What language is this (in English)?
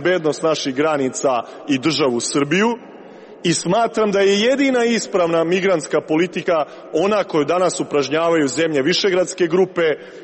Serbian